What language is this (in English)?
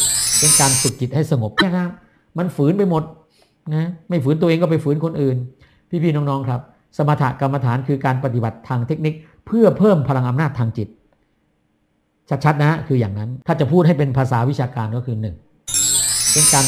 Thai